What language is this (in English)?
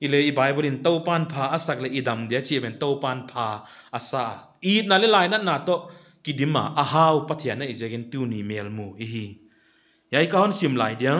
Paite Chin